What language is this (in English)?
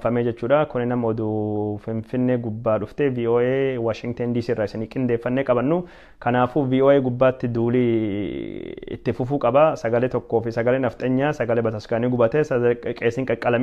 Oromo